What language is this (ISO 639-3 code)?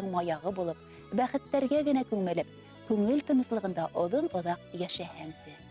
bak